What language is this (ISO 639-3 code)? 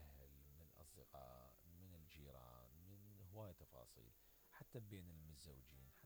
acm